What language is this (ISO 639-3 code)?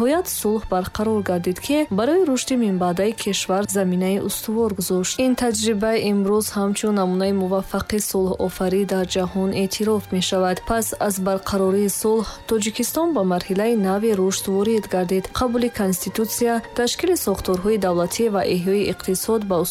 tgk